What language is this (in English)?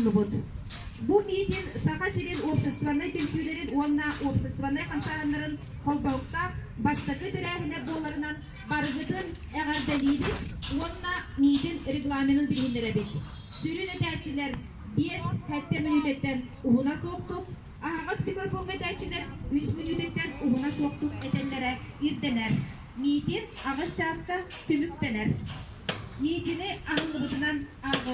Yakut